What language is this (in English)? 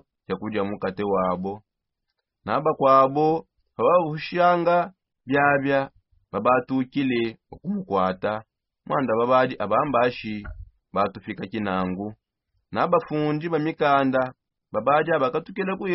Songe